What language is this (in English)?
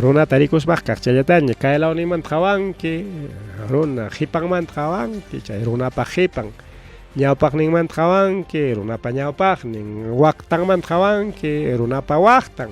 Ayacucho Quechua